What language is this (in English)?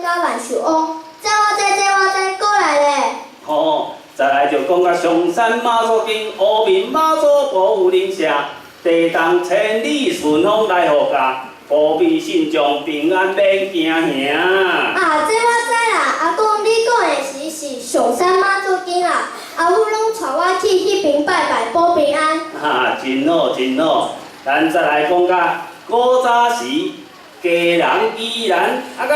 Min Nan Chinese